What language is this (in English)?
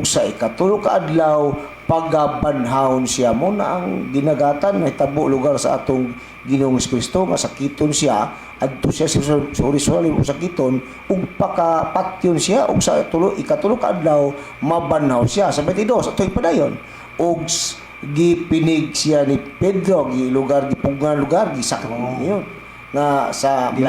Cebuano